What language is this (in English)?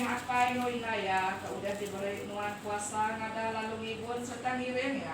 Iban